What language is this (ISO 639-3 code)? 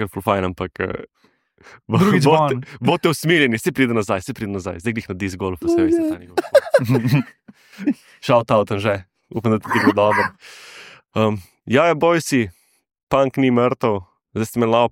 slv